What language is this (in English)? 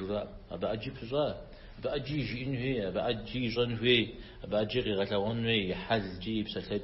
Kabardian